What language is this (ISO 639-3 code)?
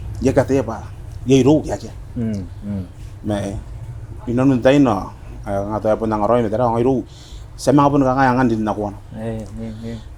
gil